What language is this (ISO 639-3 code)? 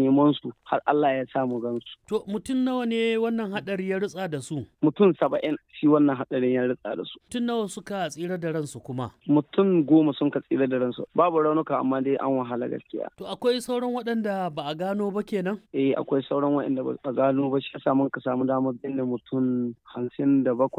hau